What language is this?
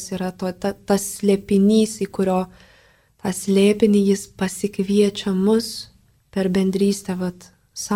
Lithuanian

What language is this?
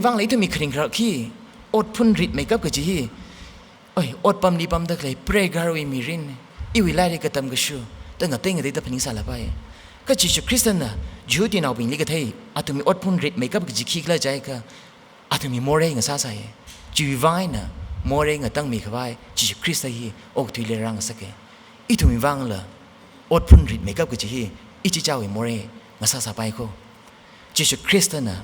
Tangkhul Naga (India)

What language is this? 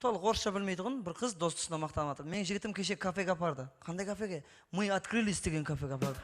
Kara-Kalpak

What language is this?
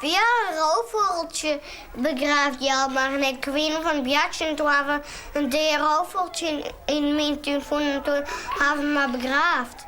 Western Frisian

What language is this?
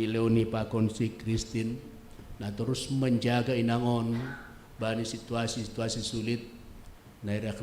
Batak Simalungun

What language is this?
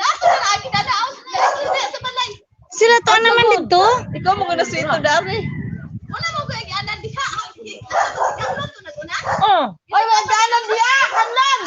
Cebuano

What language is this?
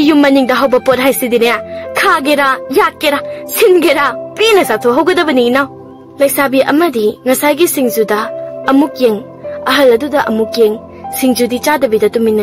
Manipuri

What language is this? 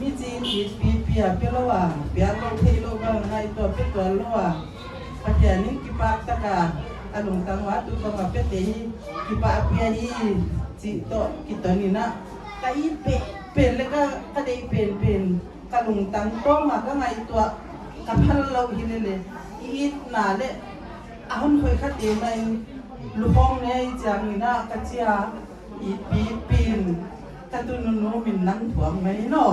Paite Chin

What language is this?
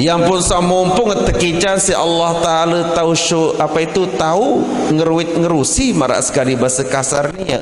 Sasak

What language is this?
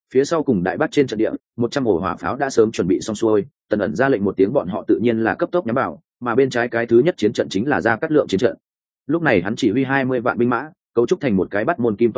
Vietnamese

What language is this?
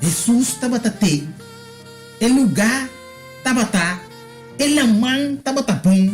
Papiamento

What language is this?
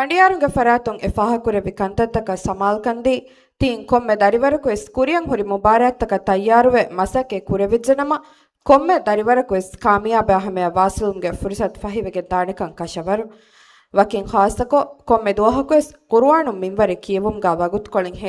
Divehi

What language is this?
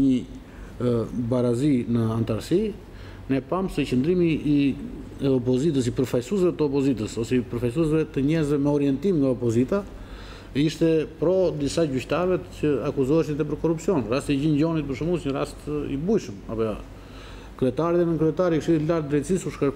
Albanian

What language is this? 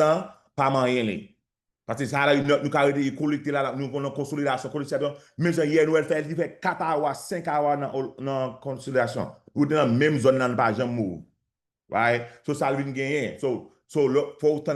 Haitian Creole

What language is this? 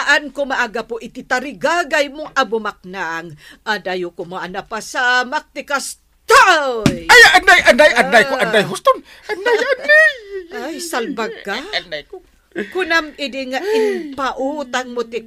Iloko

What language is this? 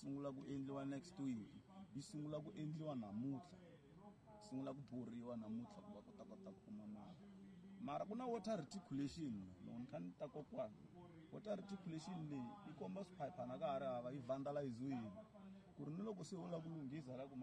Tsonga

